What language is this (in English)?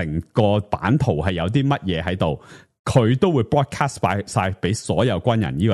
Cantonese